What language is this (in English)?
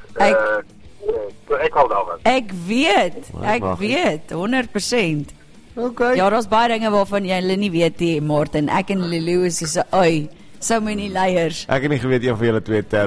Afrikaans